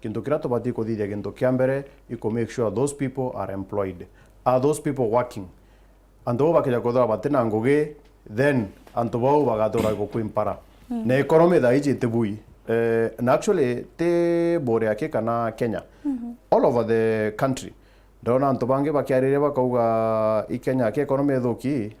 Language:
Meru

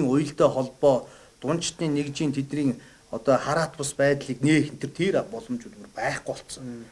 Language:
Mongolian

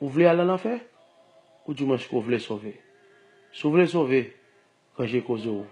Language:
Haitian Creole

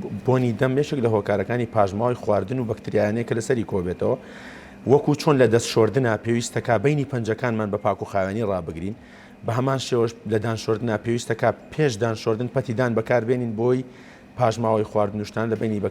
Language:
Central Kurdish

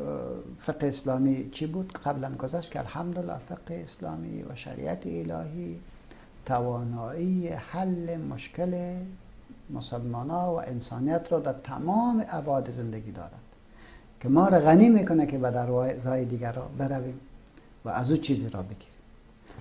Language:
Persian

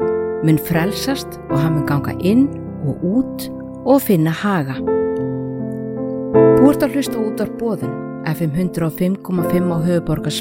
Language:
Icelandic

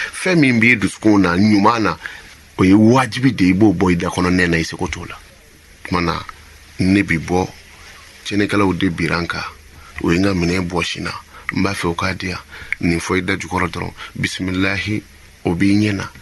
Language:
Bambara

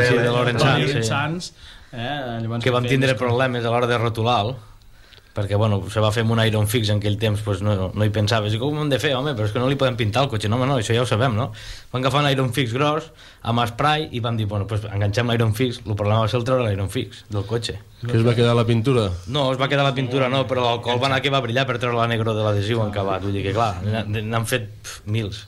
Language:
Catalan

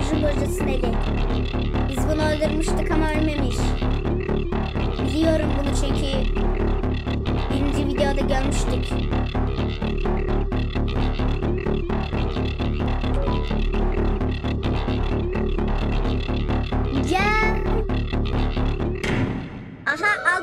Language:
Turkish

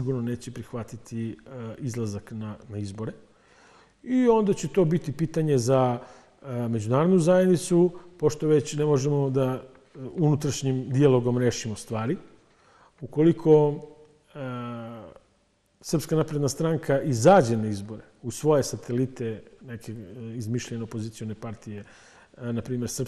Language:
Serbian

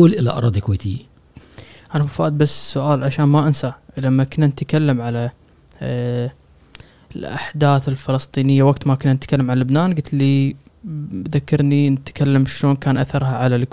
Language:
Gulf Arabic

